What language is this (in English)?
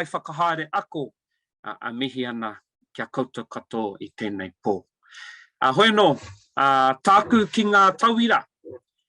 Māori